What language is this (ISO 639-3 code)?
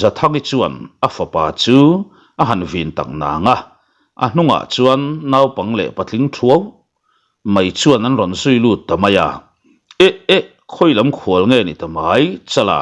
lus